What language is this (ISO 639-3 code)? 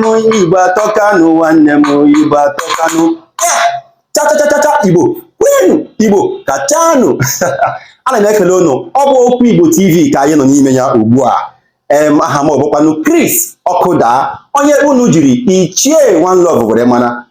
ibo